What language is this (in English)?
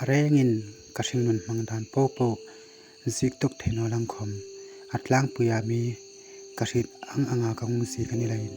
Hmar